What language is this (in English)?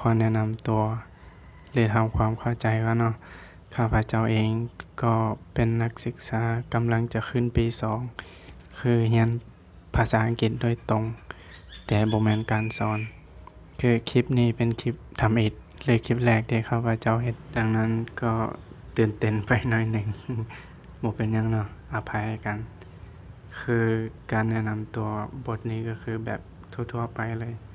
Lao